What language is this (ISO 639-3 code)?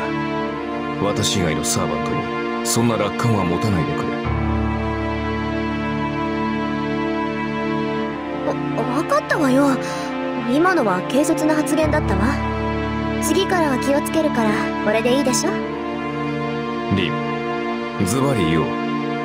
jpn